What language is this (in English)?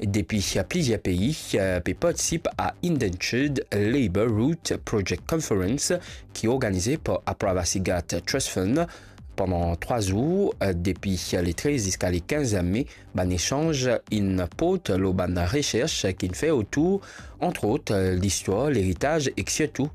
Morisyen